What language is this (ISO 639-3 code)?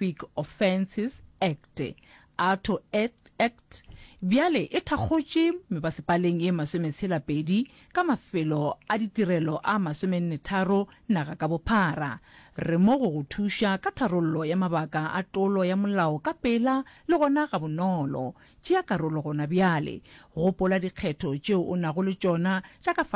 nso